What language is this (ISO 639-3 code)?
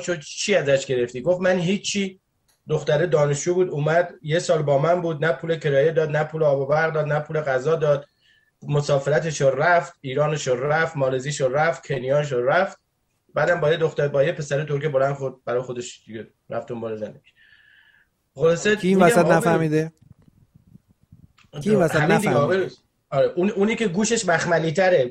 fas